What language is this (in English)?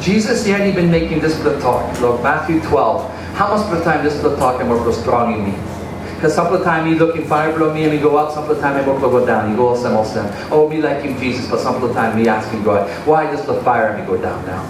Tok Pisin